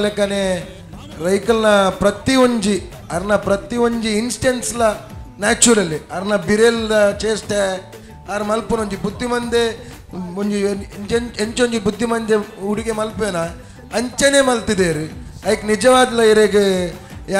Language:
Tulu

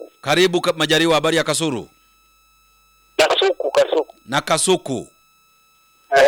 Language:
Swahili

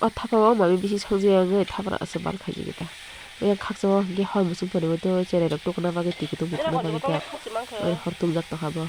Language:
Kok Borok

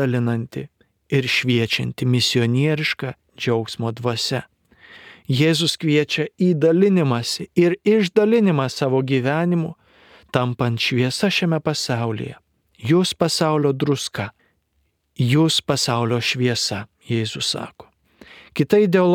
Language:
Lithuanian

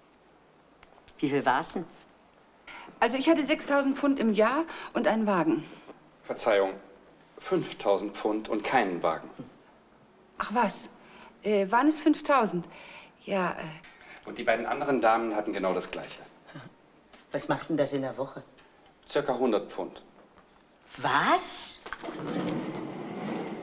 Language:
German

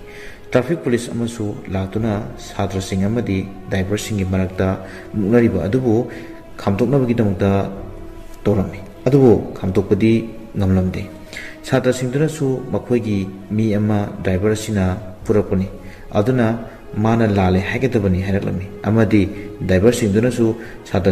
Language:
Manipuri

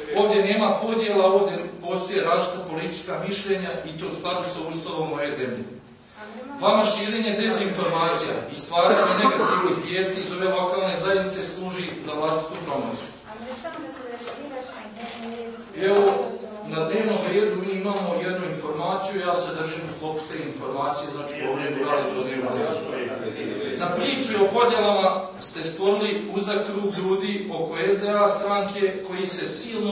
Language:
Bosnian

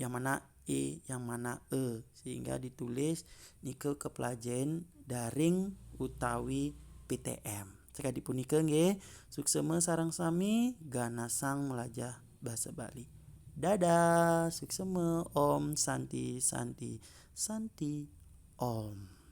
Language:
Balinese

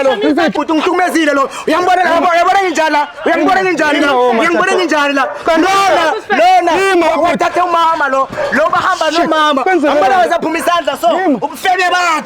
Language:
Zulu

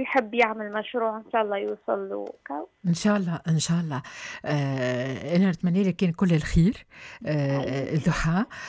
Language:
Tunisian Arabic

